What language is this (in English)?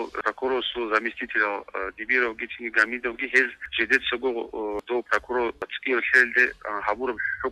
Avaric